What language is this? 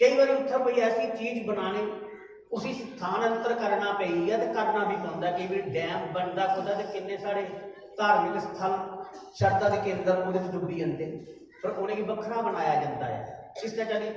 Dogri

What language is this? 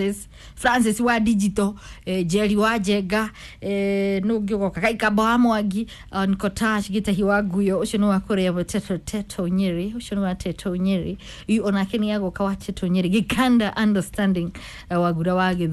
Kikuyu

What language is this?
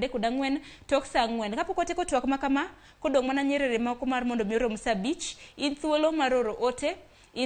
Luo (Kenya and Tanzania)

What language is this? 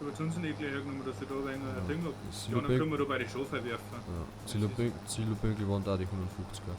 Bavarian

